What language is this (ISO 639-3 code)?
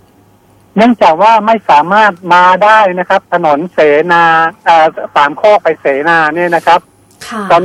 tha